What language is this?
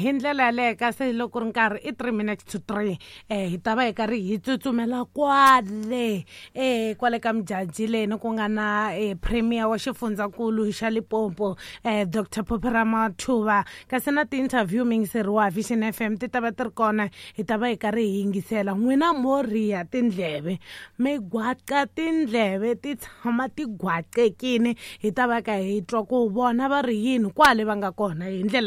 Tsonga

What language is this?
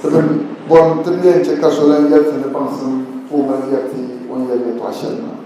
Dagbani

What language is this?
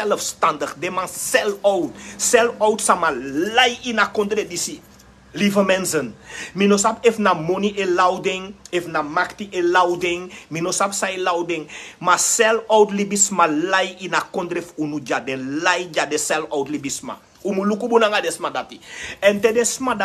Sranan Tongo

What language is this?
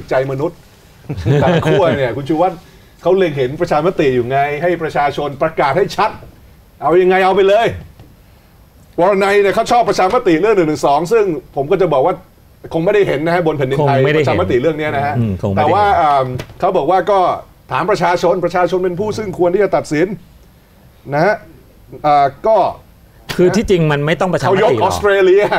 Thai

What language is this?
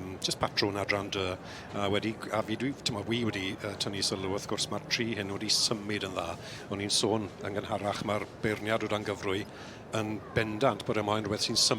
Welsh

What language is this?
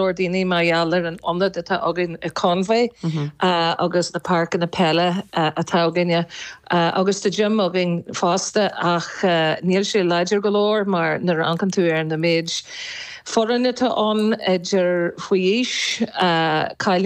Irish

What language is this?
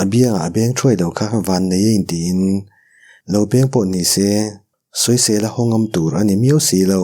Mizo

